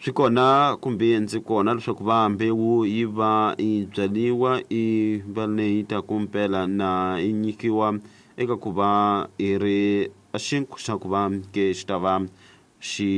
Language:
Tsonga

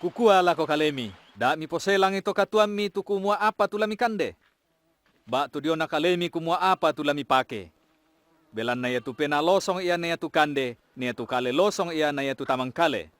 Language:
Toraja-Sa'dan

